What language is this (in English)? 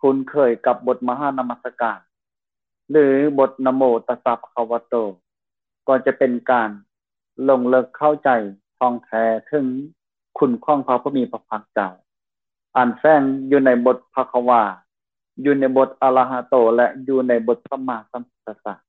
Lao